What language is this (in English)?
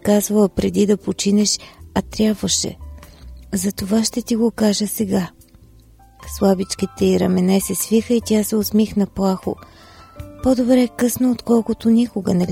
Bulgarian